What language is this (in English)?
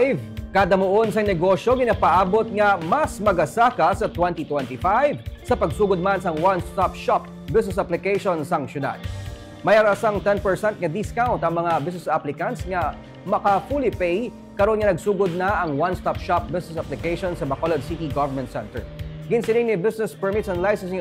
Hiligaynon